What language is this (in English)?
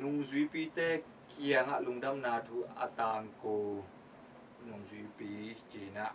Tedim Chin